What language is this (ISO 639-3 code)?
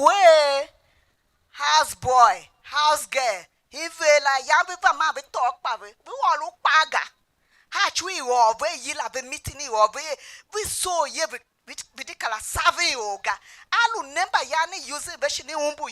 tiv